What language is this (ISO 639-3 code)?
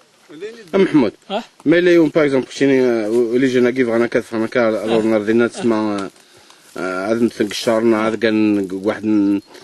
kab